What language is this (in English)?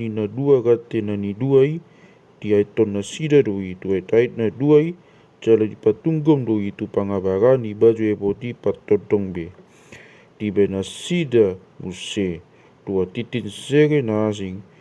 Batak Toba